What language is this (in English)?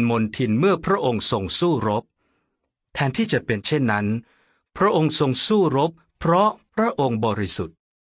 Thai